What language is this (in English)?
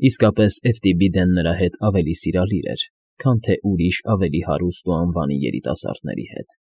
Armenian